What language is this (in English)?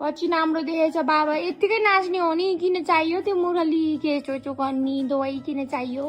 Nepali